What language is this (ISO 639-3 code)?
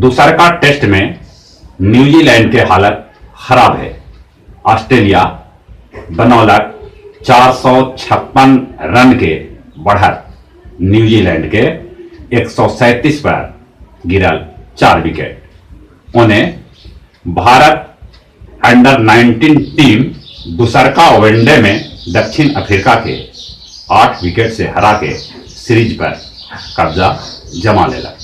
mag